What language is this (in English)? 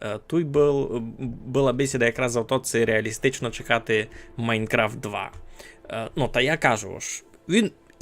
Rusyn